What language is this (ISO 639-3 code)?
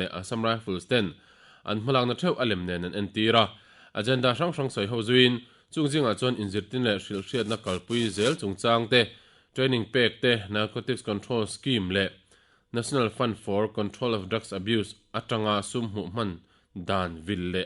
lus